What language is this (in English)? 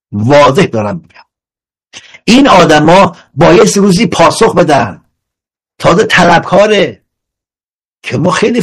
Persian